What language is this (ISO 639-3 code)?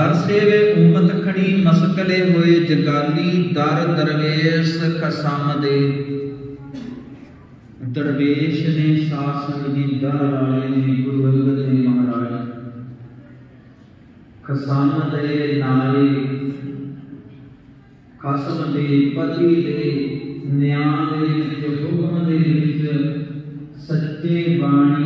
pan